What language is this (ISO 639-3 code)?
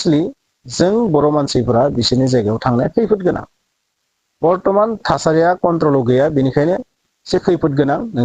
brx